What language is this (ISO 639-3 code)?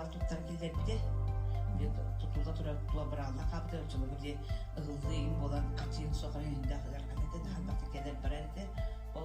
sah